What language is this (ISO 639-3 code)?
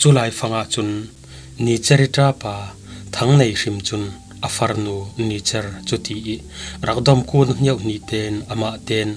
cfm